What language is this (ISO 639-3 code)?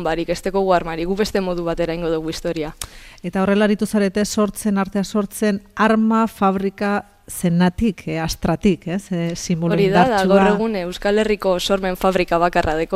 eus